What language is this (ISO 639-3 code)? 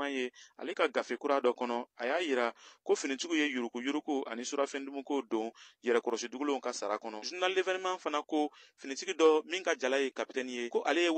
bam